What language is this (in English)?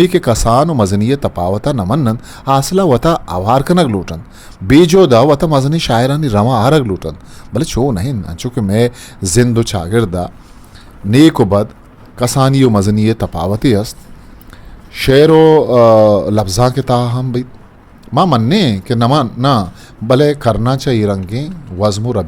Eastern Balochi